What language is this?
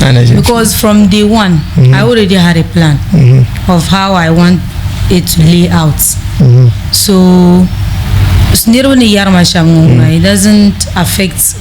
Dagbani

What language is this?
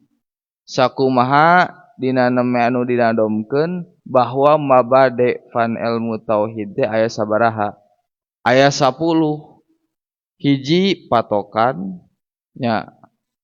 Sundanese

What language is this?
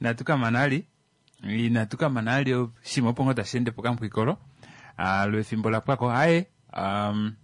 Kuanyama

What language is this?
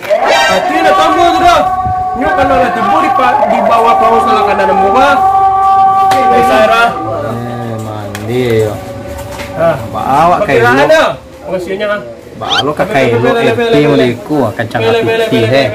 Minangkabau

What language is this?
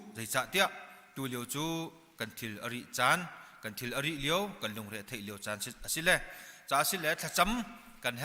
Hakha Chin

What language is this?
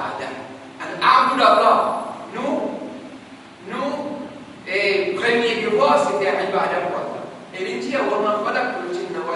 Morisyen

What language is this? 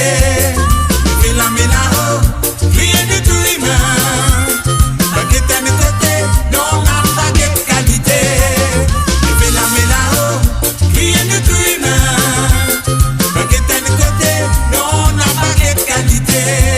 Morisyen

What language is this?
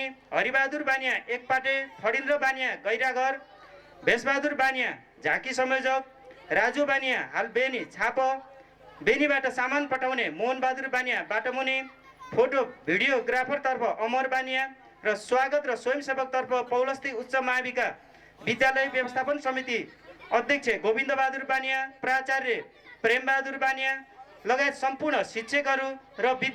Nepali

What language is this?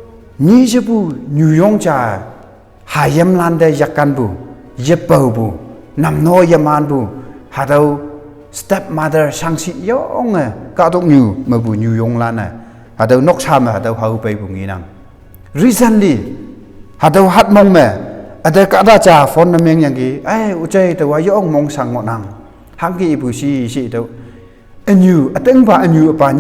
Konyak Naga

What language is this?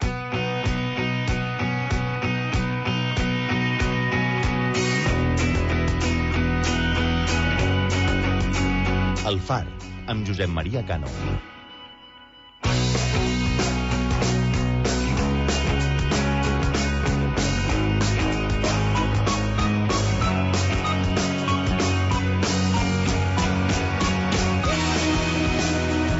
Catalan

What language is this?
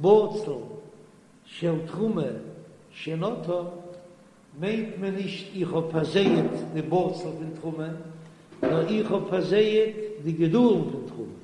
Yiddish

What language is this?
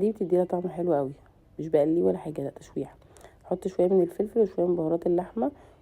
Egyptian Arabic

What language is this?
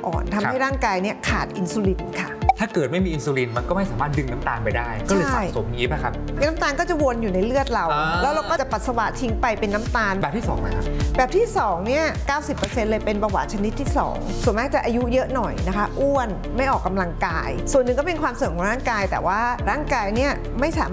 Thai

